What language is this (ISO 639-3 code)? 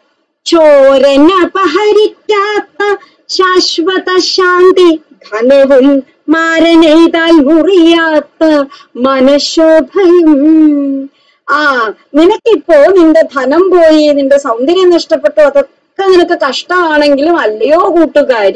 mal